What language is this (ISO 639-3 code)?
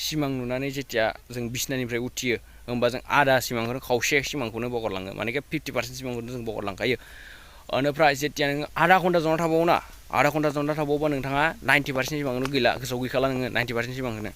brx